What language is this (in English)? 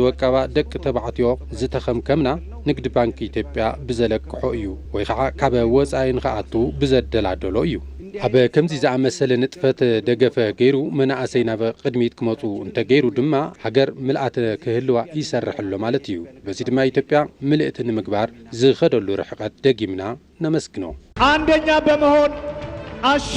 Tigrinya